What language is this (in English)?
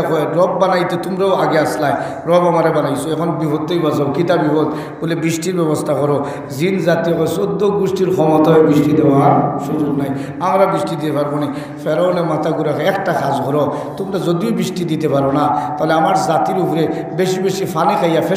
Sylheti